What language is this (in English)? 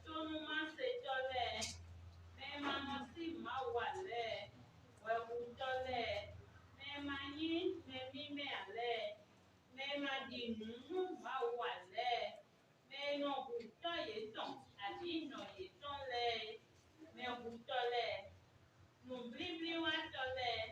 Fon